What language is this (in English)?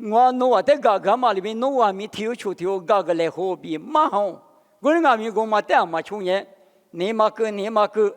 Lisu